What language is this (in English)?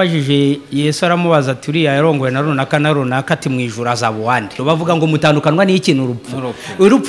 Kinyarwanda